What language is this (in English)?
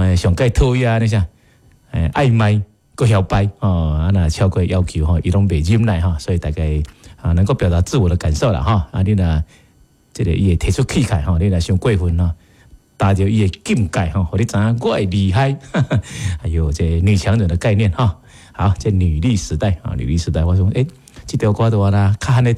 Min Nan Chinese